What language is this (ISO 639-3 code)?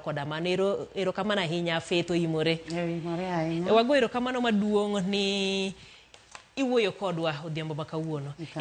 luo